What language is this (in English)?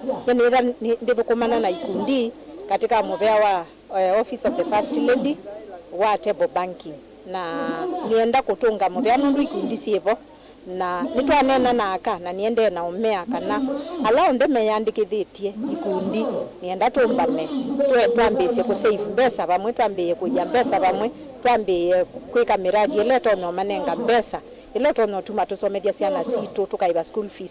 Kamba